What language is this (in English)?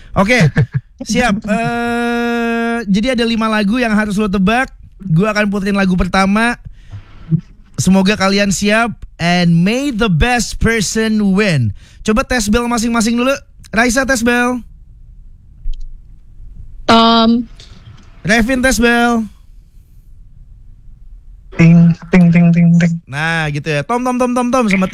Indonesian